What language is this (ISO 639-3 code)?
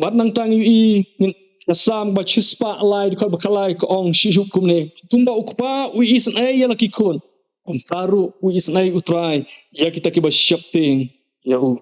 kha